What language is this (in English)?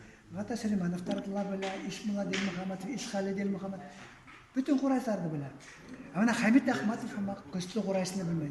Bashkir